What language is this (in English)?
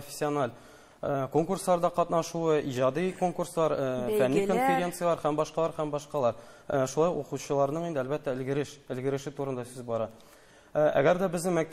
Tatar